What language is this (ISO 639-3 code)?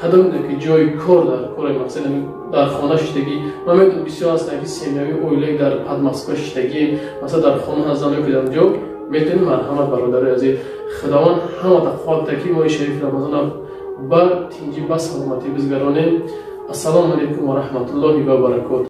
tgk